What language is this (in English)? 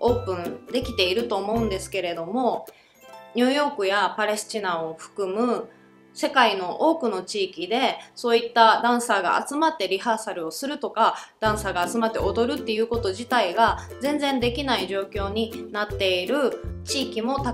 Japanese